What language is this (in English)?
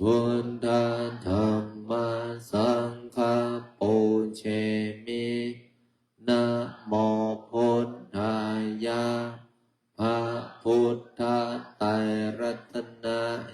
Pali